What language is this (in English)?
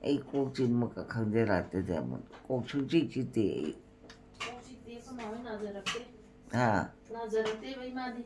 Manipuri